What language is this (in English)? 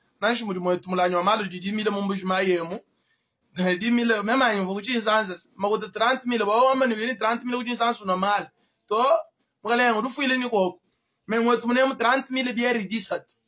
Luba-Lulua